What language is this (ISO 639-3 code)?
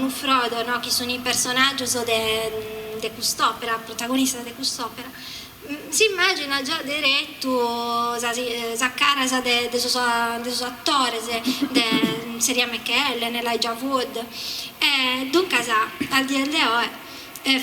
srd